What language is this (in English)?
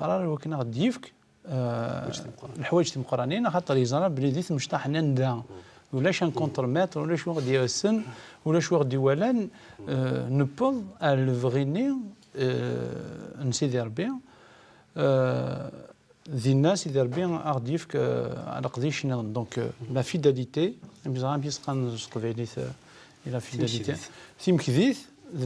Kabyle